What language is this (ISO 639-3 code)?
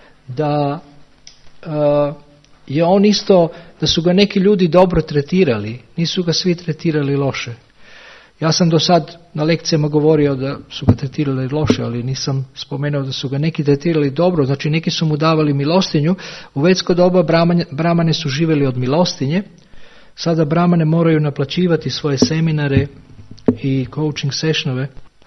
srp